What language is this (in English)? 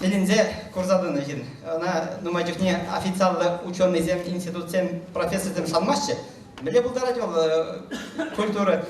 Chuvash